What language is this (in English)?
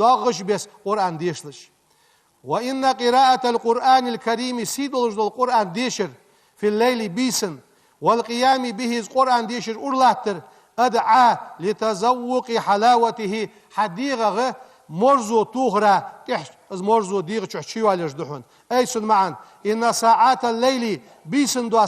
Ingush